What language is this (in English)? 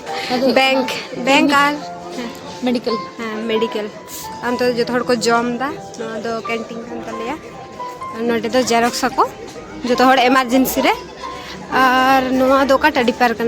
Santali